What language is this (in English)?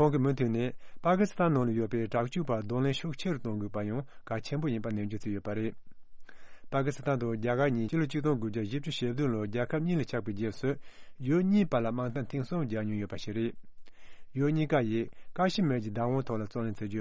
Tibetan